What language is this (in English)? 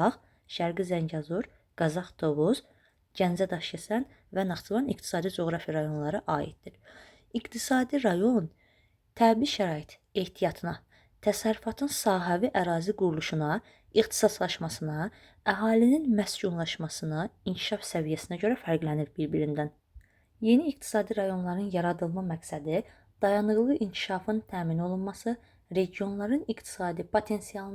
Azerbaijani